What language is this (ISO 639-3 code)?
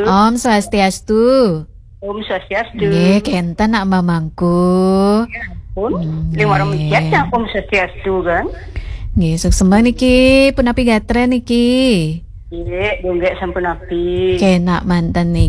ban